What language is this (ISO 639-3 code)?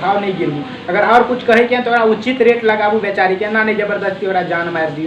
mai